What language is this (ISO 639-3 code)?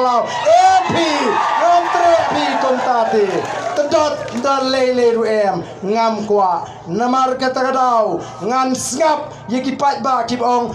kha